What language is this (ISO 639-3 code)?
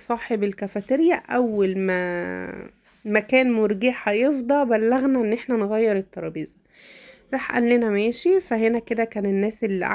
arz